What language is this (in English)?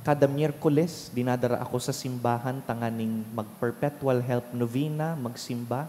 Bikol